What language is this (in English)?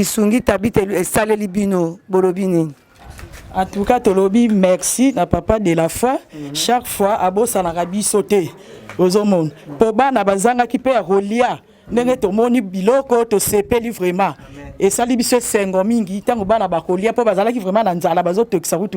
Lingala